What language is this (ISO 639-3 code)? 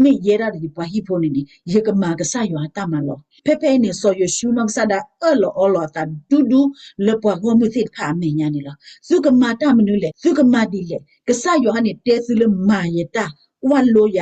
ksw